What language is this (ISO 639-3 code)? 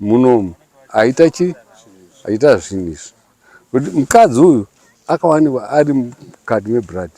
sna